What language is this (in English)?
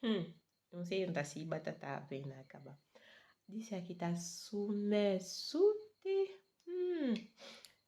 Saramaccan